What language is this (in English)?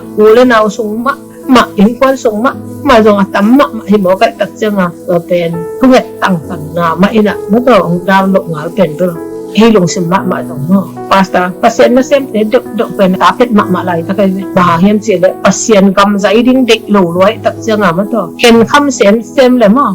Tedim Chin